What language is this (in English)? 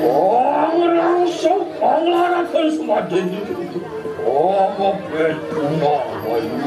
Balinese